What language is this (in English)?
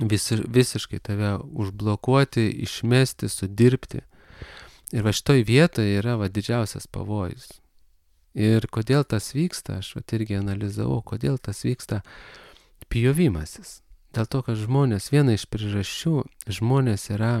Lithuanian